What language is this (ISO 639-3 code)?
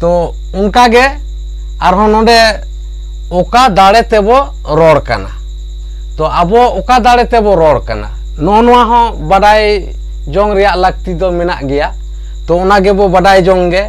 sat